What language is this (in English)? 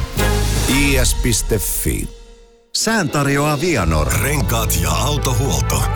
Finnish